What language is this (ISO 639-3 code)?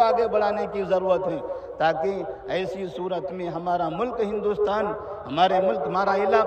urd